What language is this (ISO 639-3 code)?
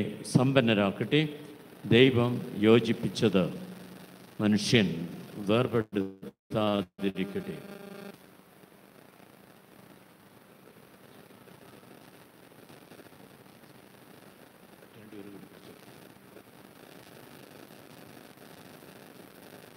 mal